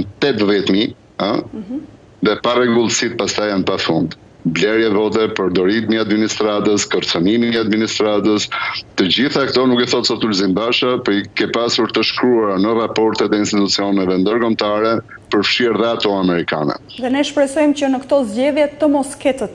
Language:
Albanian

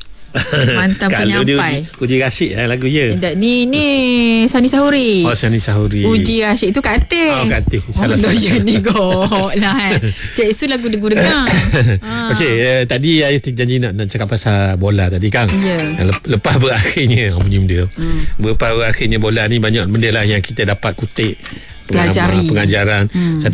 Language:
Malay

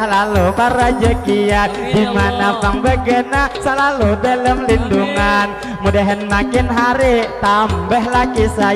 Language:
Banjar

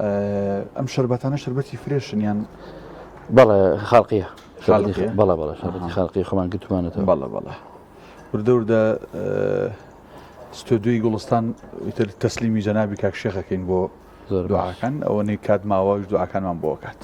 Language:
Central Kurdish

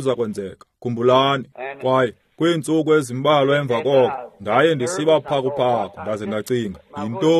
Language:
Xhosa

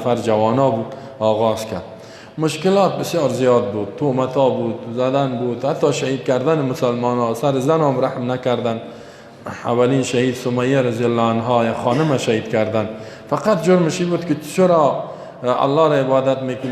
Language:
Persian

